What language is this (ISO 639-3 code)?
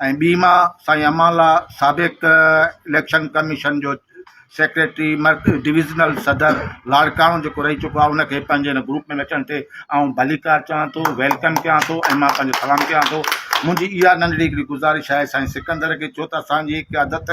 snd